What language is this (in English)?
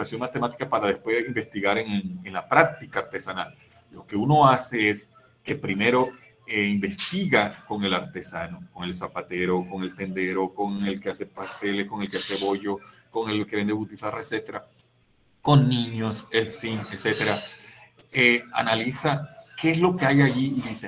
Spanish